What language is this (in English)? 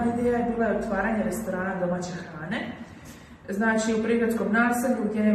Croatian